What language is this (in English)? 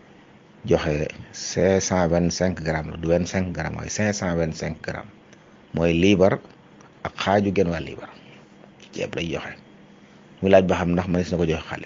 Wolof